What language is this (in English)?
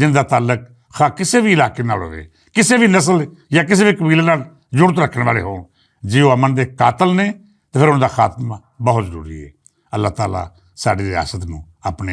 Western Panjabi